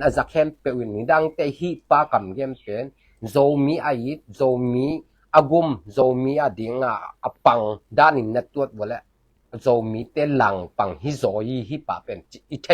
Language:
Tedim Chin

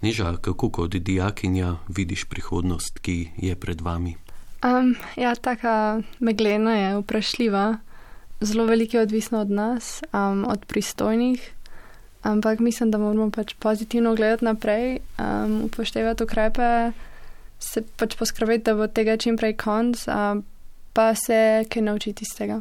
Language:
Slovenian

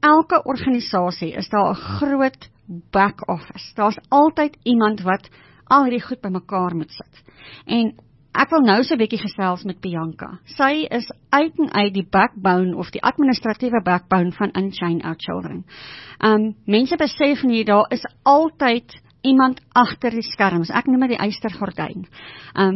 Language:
Afrikaans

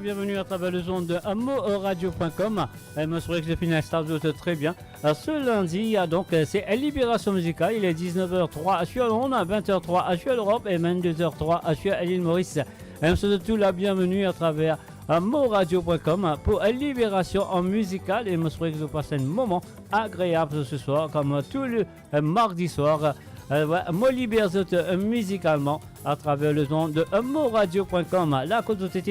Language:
Morisyen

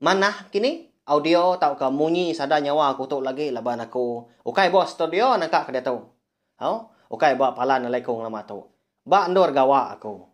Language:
Iban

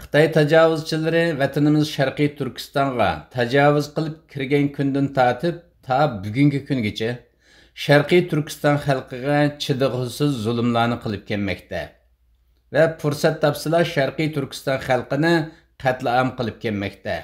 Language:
Uyghur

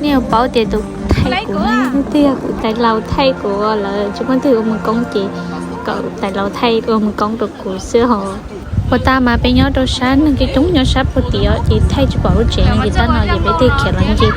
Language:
Hmong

